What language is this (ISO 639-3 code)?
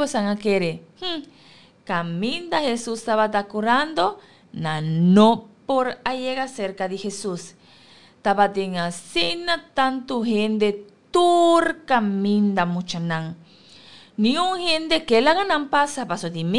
pap